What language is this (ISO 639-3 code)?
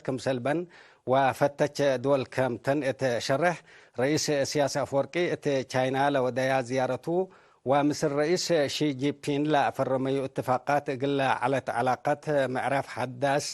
tig